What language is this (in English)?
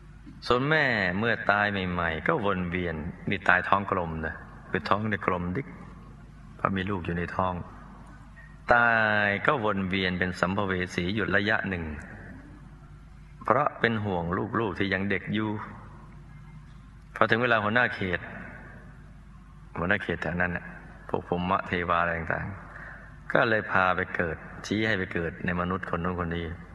Thai